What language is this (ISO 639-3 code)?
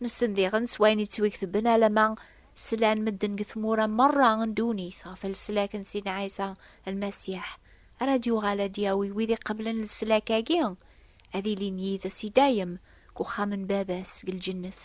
kab